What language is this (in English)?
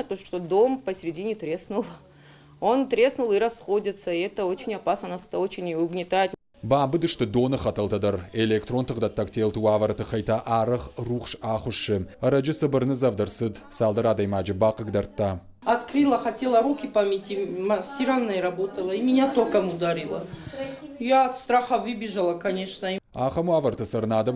Ossetic